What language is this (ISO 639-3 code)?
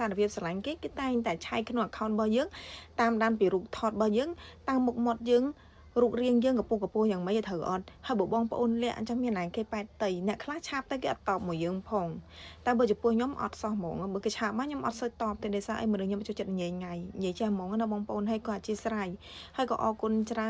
khm